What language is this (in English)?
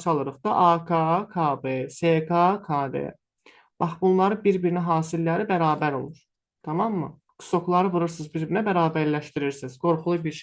Azerbaijani